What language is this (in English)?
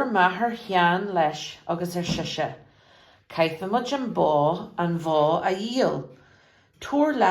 Irish